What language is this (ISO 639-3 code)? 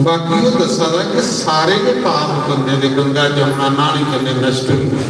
doi